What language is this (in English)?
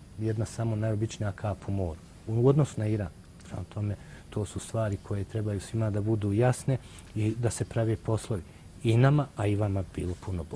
Bosnian